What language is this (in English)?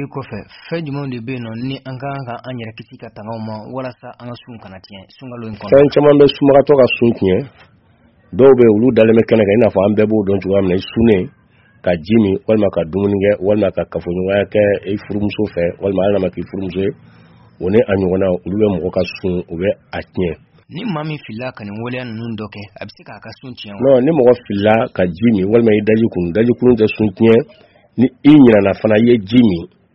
Bambara